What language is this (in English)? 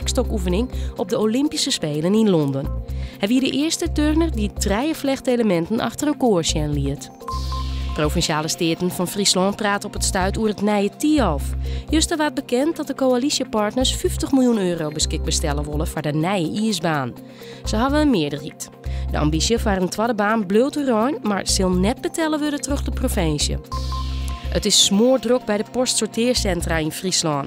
Western Frisian